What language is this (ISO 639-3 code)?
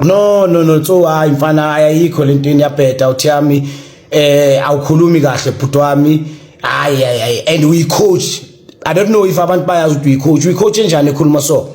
zul